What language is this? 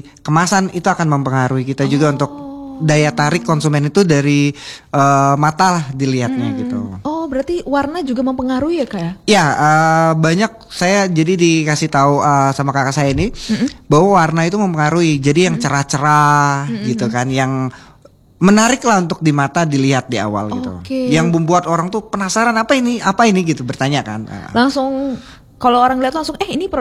Indonesian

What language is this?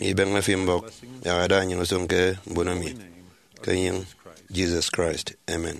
Efik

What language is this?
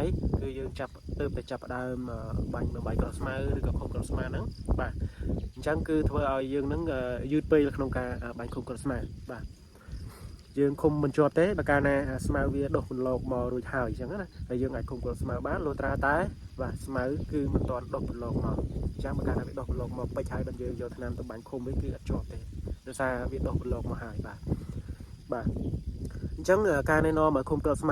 Khmer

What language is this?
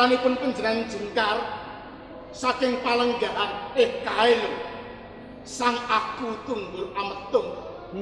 Javanese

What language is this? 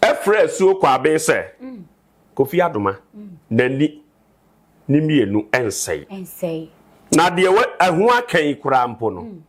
Akan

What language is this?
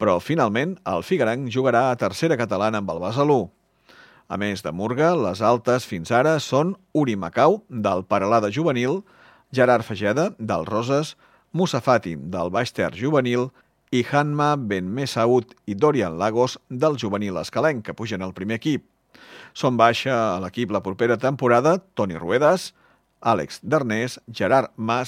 Catalan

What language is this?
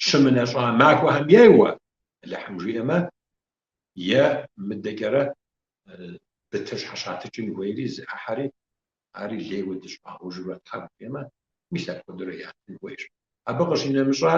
Kabardian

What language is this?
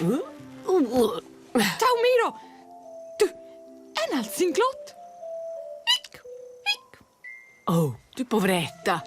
Romansh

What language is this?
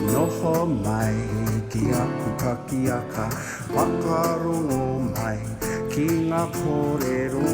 Māori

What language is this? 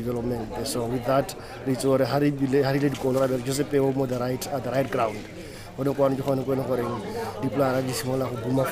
Tswana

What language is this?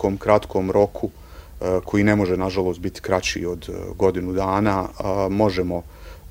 Bosnian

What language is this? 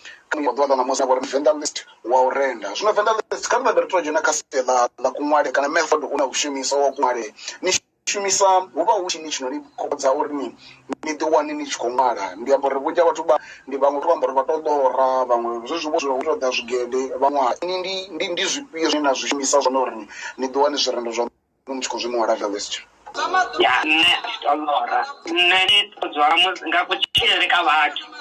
Venda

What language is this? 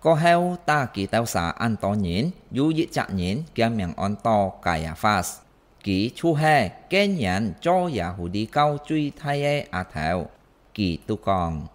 Hakka Chinese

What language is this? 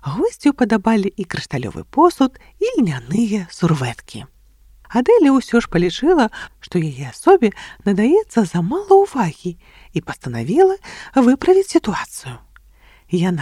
Belarusian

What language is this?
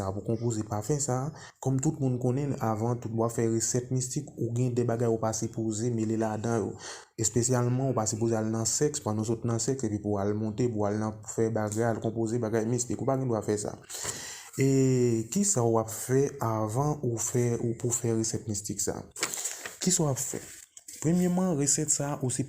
Haitian Creole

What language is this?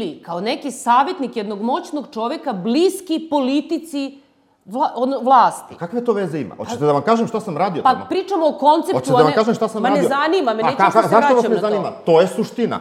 Serbian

